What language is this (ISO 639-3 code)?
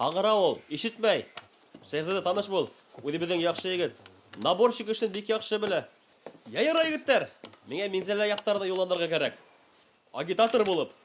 bak